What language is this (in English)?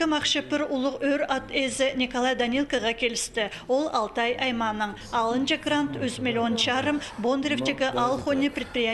Khakas